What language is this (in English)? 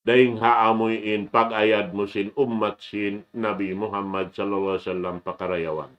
Tausug